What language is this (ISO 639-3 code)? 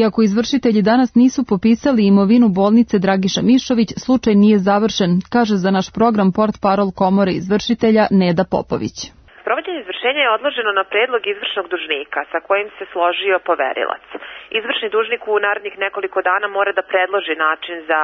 srp